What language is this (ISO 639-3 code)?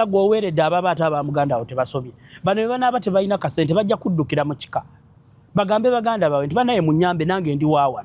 lug